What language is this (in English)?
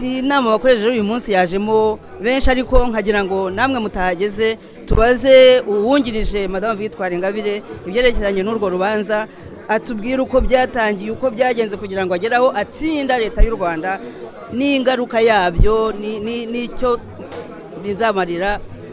Kinyarwanda